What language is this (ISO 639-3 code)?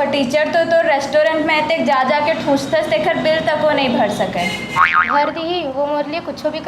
hne